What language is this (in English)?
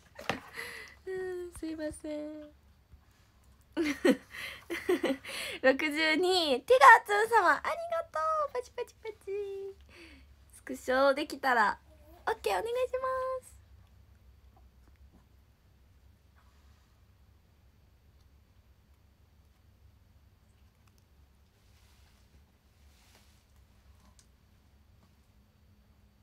Japanese